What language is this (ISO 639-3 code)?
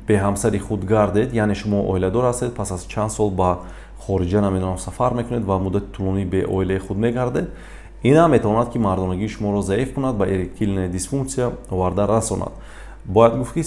tgk